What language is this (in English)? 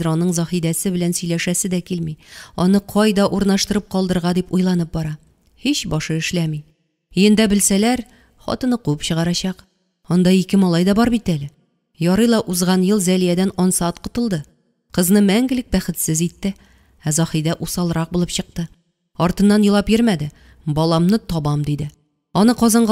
Tatar